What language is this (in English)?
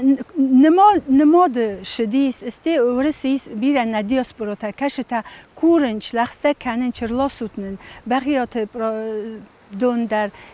Ossetic